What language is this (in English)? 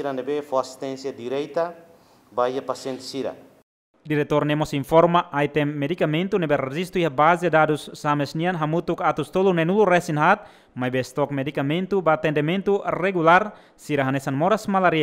Tetum